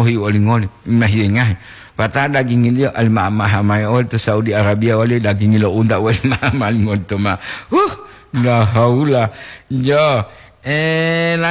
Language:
Gorontalo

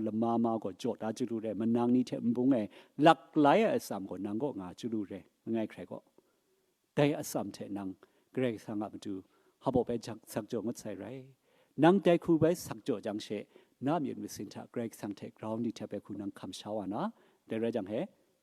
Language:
Kachin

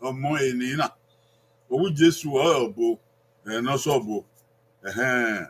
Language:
Bini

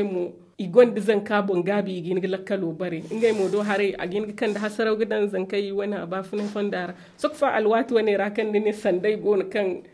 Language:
Zarma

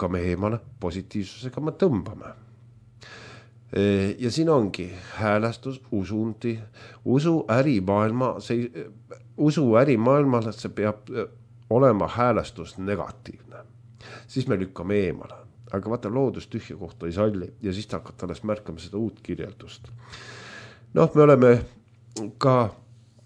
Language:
Estonian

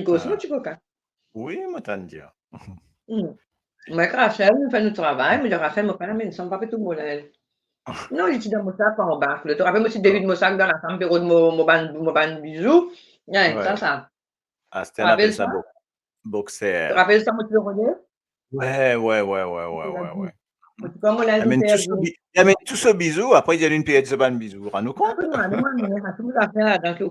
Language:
Morisyen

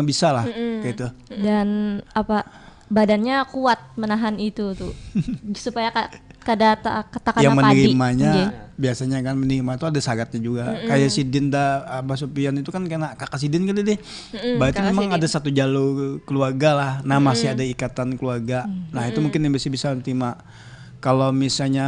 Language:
Banjar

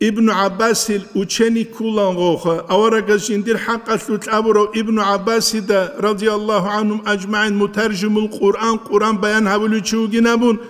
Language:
Avaric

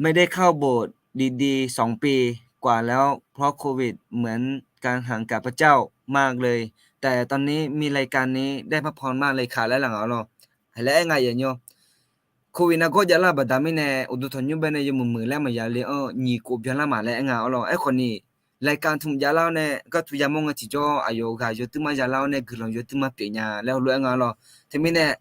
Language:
Akha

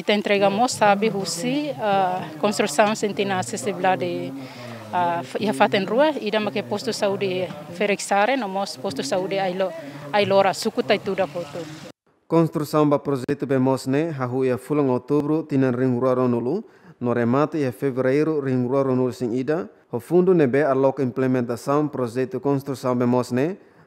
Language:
Tetum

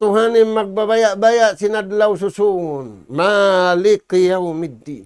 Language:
Tausug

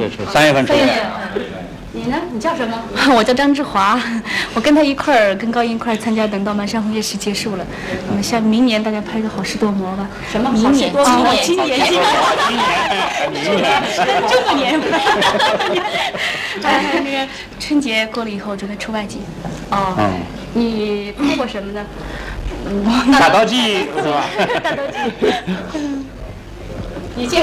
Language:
Chinese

